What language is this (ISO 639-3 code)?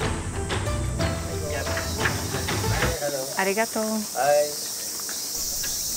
por